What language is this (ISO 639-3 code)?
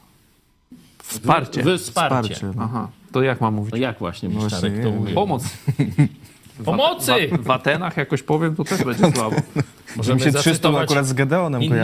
pol